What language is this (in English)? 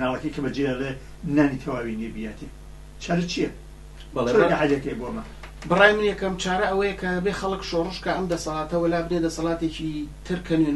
Central Kurdish